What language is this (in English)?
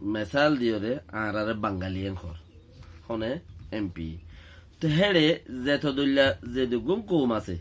Rohingya